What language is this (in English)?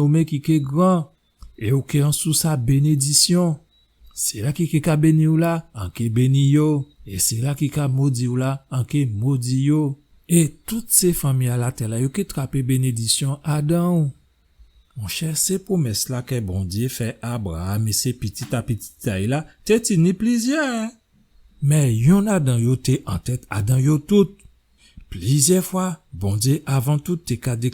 Guadeloupean Creole French